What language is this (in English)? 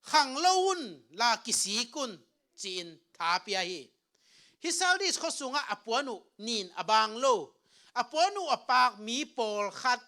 Tedim Chin